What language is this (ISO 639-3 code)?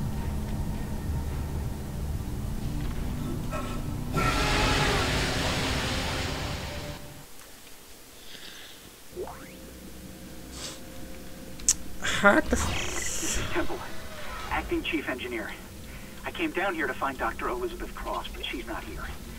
hun